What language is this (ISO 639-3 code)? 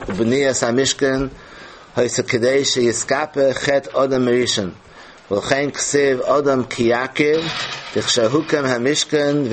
yid